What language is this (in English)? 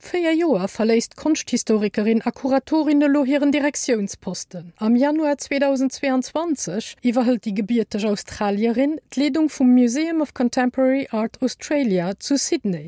Luxembourgish